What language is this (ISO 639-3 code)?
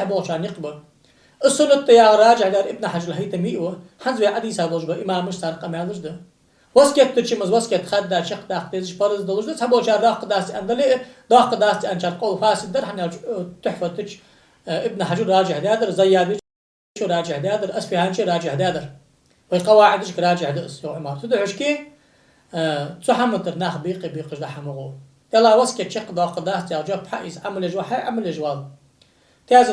inh